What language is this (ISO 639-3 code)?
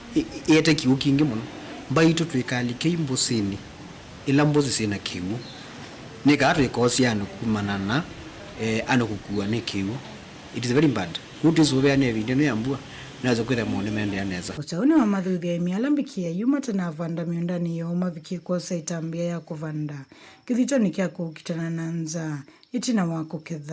kam